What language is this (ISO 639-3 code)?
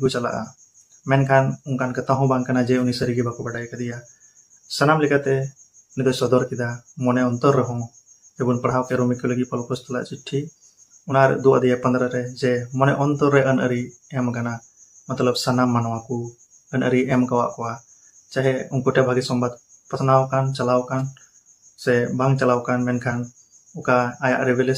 sat